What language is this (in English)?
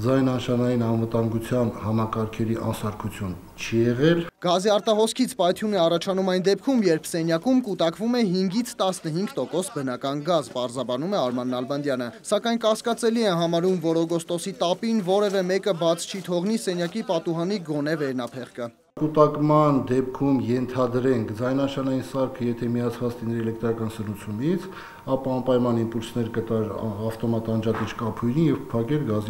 Armenian